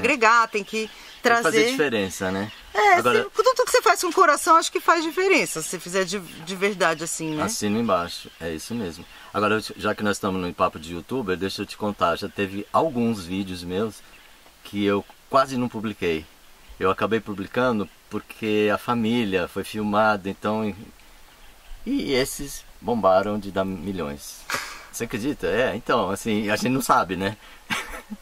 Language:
Portuguese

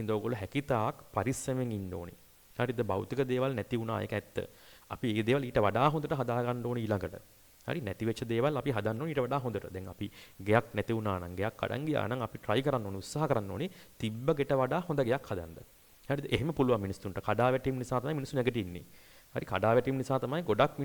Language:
Sinhala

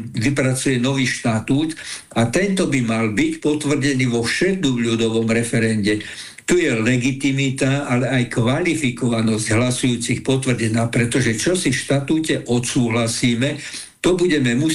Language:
Slovak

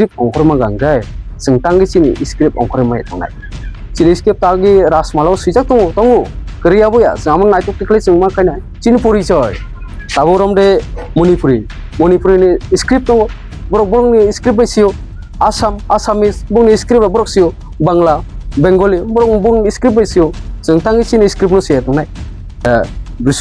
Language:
Kok Borok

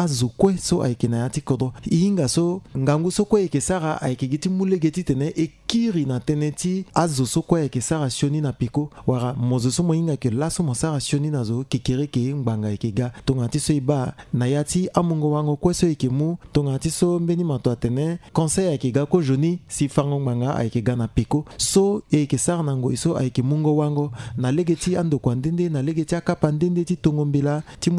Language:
Sango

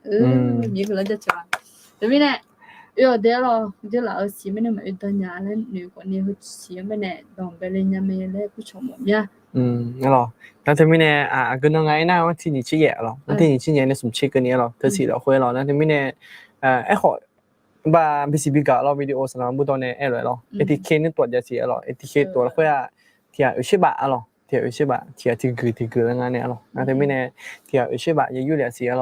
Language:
Akha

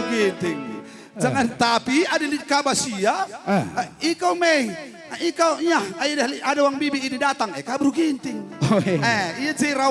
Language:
Batak Karo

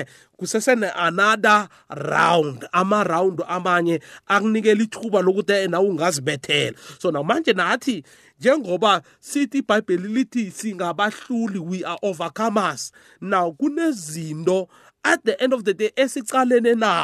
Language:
South Ndebele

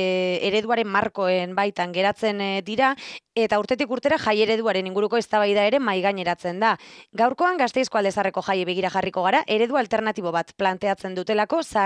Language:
Basque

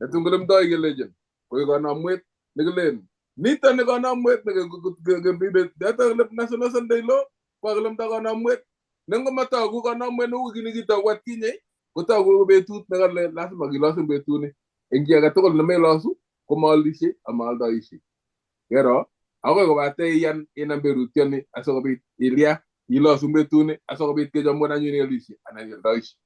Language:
Kalenjin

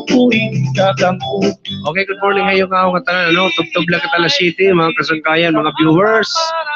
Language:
Waray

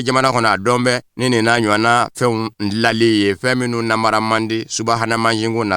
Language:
Bambara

